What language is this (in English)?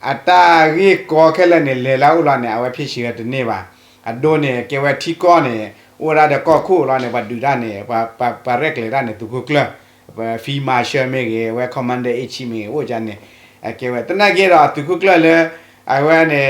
S'gaw Karen